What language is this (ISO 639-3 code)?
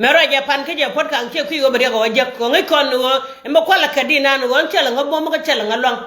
nus